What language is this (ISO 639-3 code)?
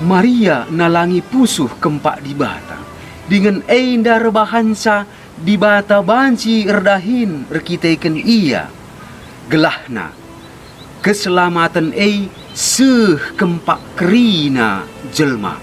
btx